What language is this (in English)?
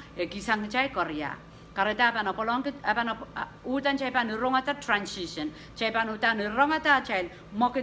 Pohnpeian